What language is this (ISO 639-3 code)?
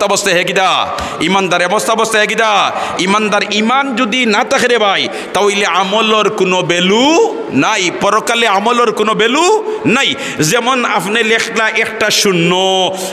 syl